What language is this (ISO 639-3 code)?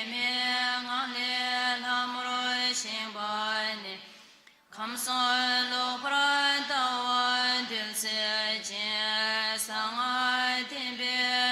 bod